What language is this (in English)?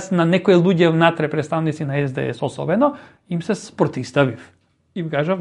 Macedonian